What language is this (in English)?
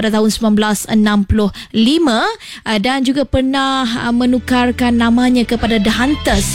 Malay